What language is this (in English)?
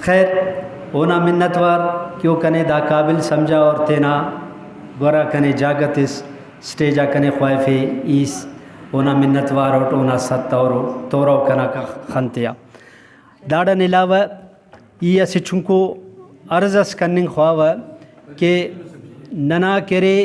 Brahui